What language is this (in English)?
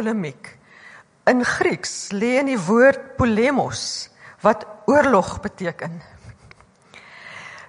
Afrikaans